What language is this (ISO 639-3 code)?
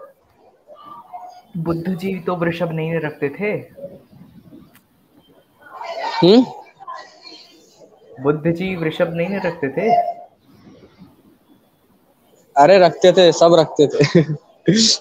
hin